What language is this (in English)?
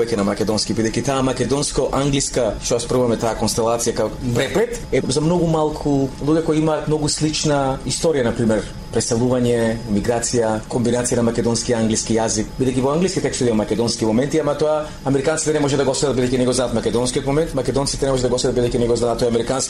Macedonian